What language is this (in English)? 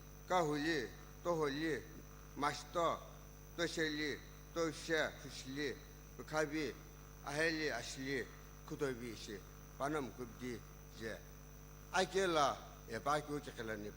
Sumi Naga